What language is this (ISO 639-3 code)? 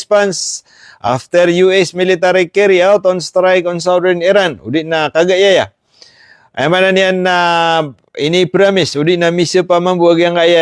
mrw